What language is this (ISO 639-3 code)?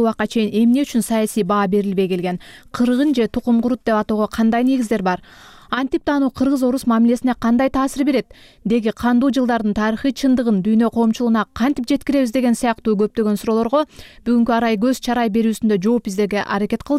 kir